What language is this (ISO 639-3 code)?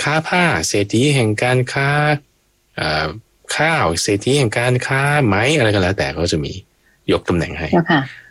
tha